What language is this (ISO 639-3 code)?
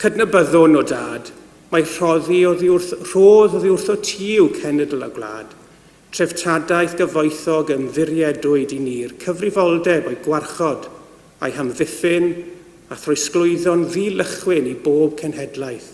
cym